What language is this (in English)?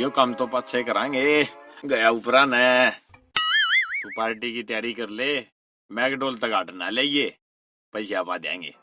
Haryanvi